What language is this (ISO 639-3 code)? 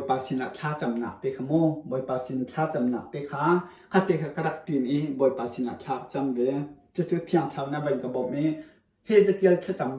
cnh